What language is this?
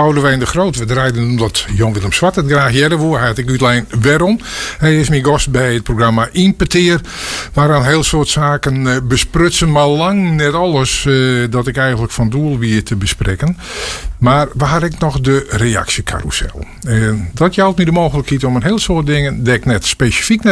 Western Frisian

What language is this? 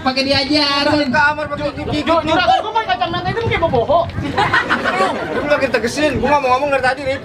Betawi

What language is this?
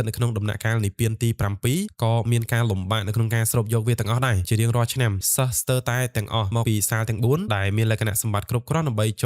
Khmer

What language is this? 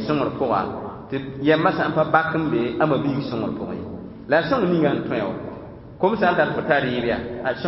Mossi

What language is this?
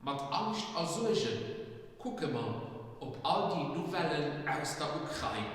Luxembourgish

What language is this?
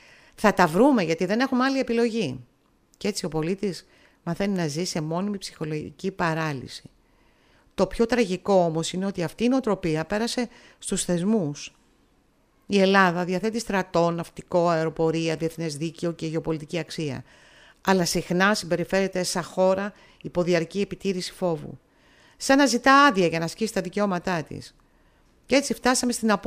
Greek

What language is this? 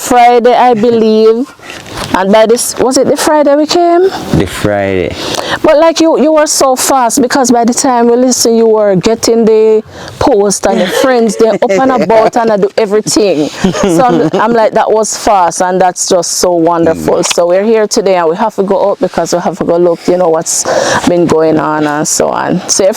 Jamaican Creole English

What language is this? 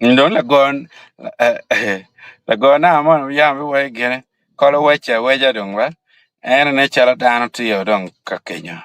Acoli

